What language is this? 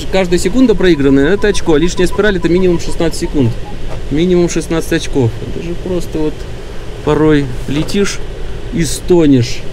Russian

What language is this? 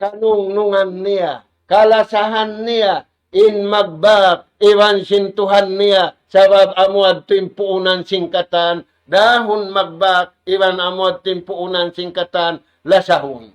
Tausug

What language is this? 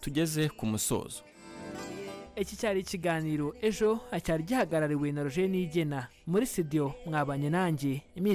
Kinyarwanda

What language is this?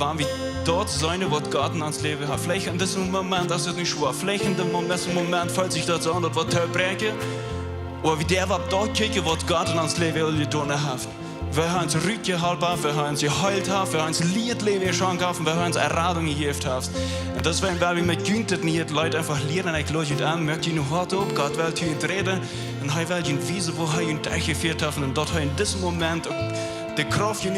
Plautdietsch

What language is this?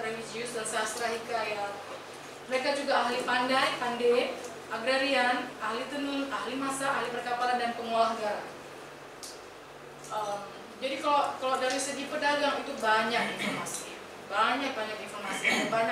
Indonesian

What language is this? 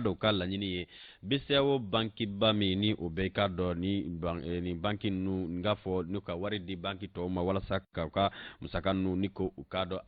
Bambara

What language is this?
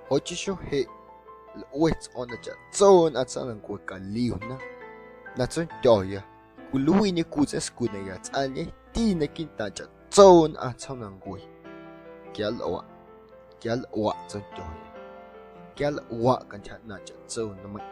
Guerrero Amuzgo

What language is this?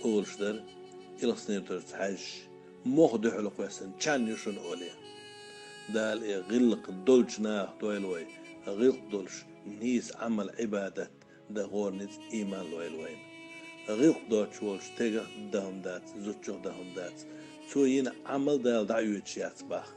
Chechen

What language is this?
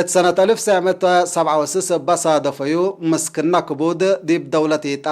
Tigre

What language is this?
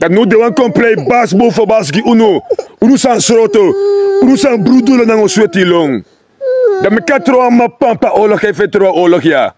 Sranan Tongo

